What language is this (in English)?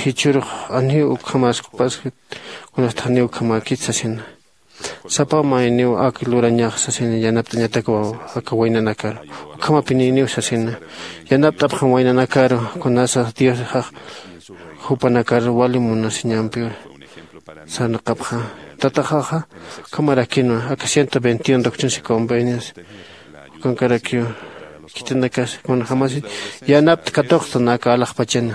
Aymara